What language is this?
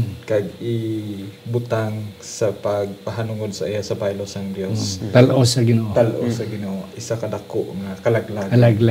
Hiligaynon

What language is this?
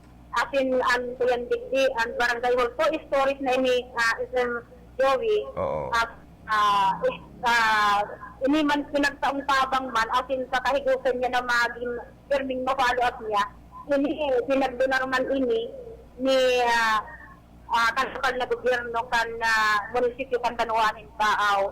Bikol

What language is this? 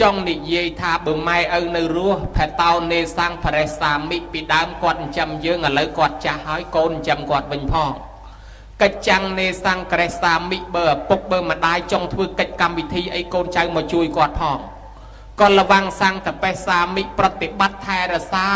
Khmer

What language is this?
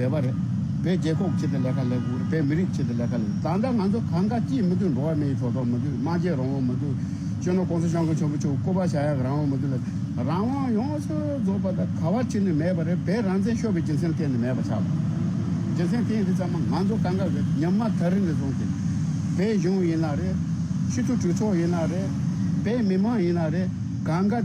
Tibetan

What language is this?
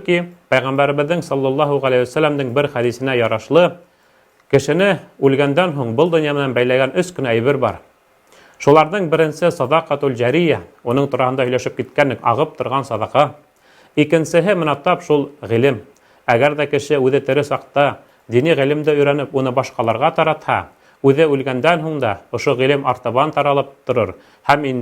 Bashkir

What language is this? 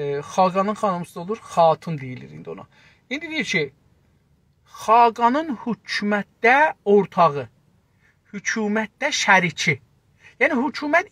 South Azerbaijani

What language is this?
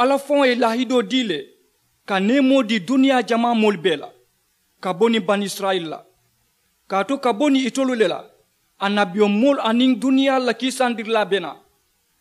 Mandingo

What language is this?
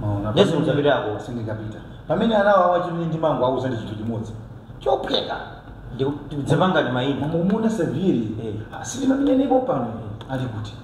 Nyanja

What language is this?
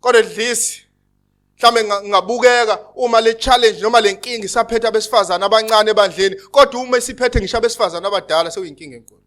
Zulu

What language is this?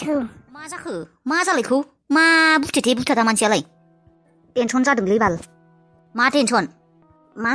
Bodo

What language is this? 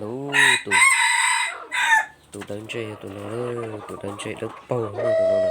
Hmong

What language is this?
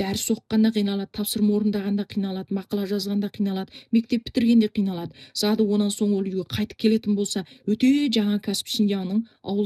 Kazakh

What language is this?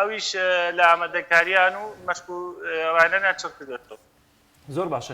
Central Kurdish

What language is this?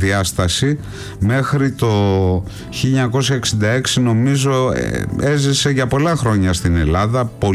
Greek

